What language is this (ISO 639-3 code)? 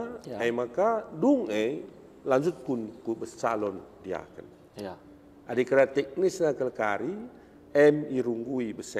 btx